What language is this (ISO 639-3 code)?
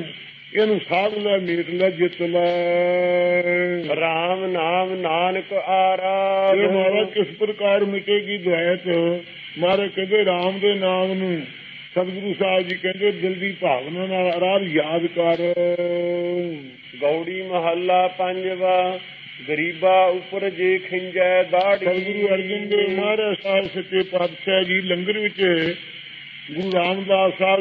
pan